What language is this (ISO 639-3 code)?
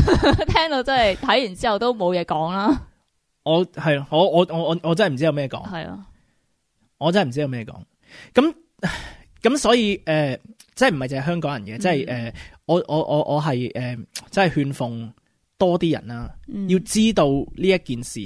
yue